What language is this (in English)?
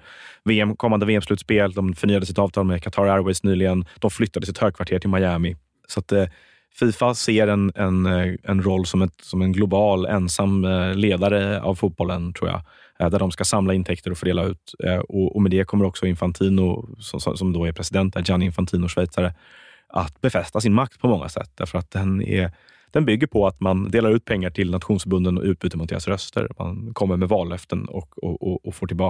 Swedish